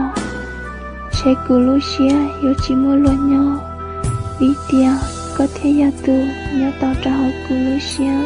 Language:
Hmong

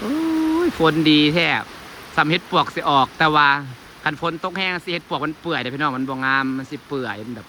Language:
Northeastern Thai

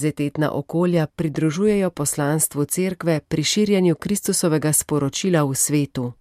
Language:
Slovenian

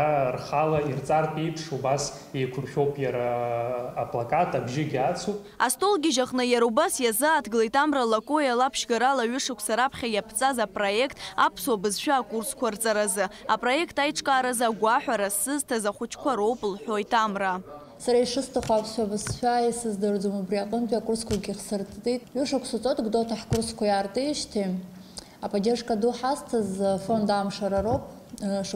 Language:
Abkhazian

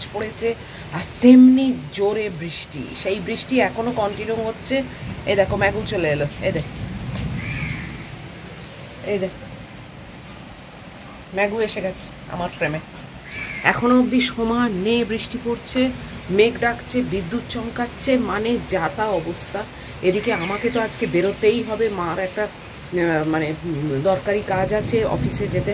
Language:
Bangla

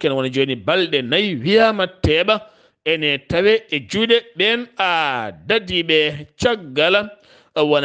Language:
Fula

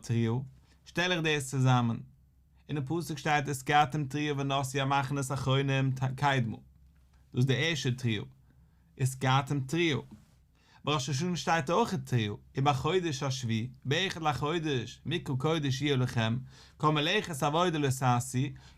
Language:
Yiddish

